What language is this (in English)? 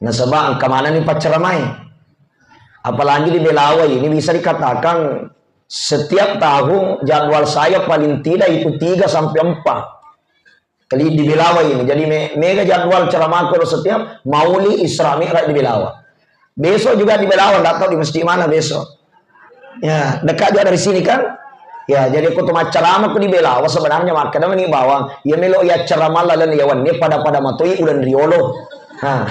Buginese